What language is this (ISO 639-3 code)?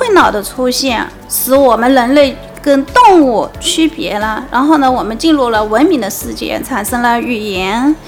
zho